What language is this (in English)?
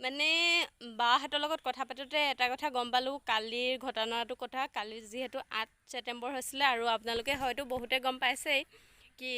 Assamese